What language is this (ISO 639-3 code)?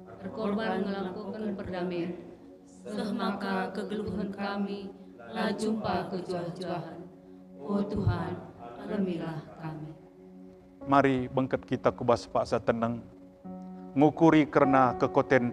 btx